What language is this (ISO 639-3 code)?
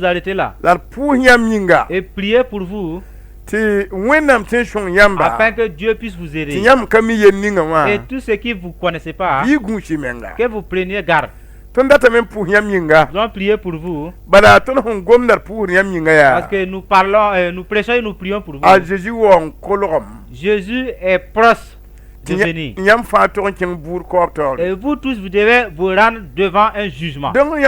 mos